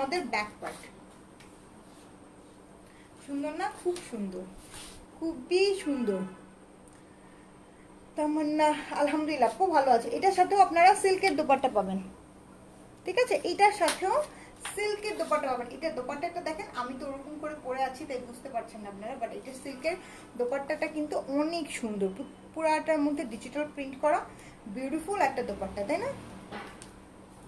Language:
Bangla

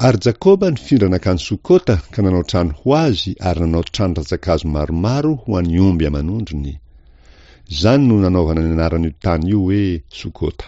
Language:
Malagasy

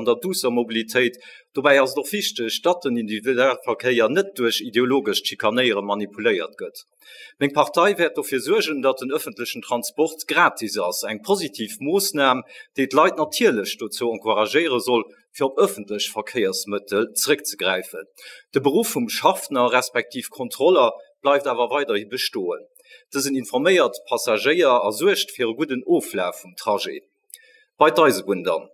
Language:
Luxembourgish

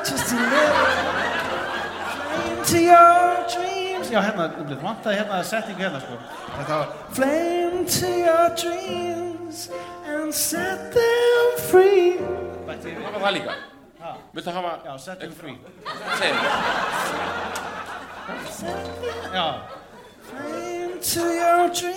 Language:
Icelandic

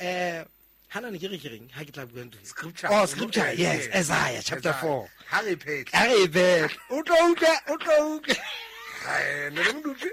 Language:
Southern Sotho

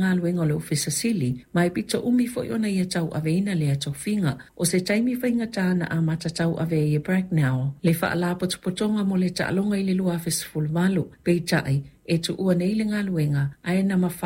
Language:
Samoan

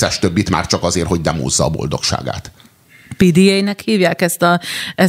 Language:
Hungarian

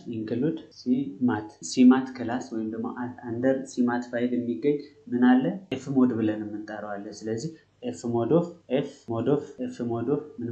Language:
Amharic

